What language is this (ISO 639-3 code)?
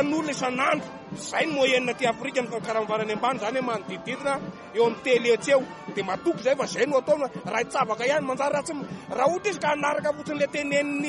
mlg